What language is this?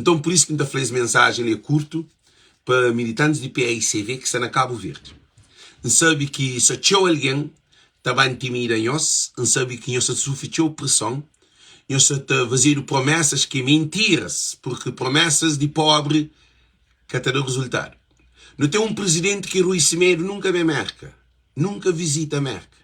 Kabuverdianu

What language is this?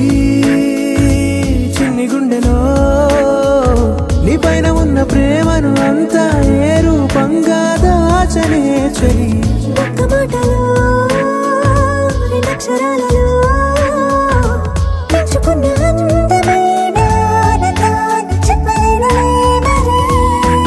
Telugu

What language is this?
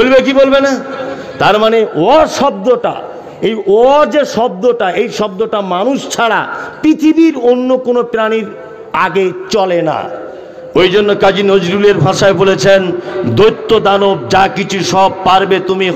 Bangla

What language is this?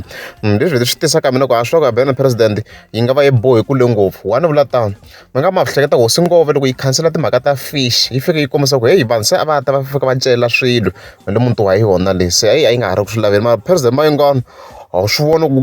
Tsonga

